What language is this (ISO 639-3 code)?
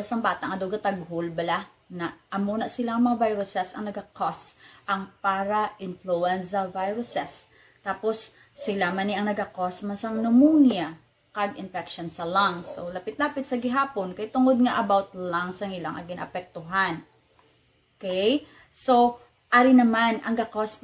hil